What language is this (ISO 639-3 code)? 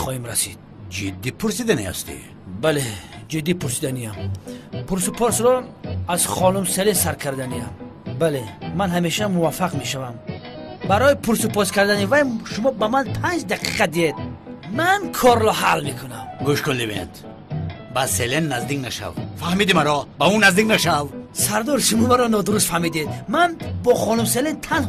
tgk